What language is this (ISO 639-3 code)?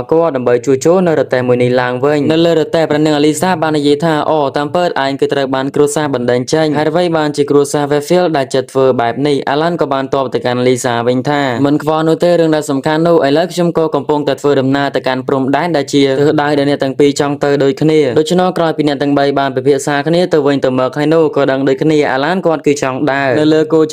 khm